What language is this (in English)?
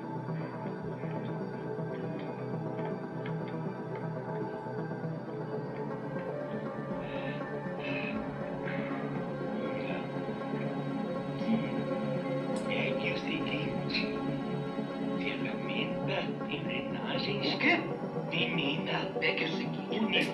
Portuguese